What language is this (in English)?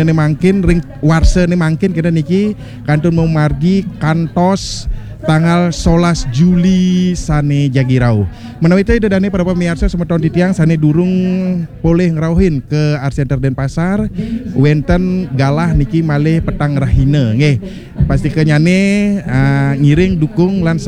Balinese